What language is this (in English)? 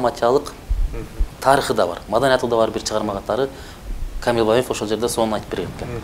Kyrgyz